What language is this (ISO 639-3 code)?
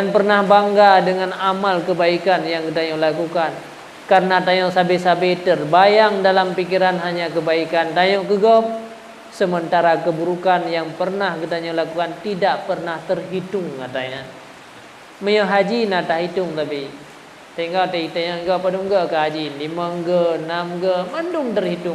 ace